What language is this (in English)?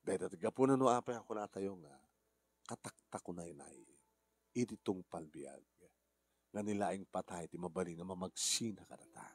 Iloko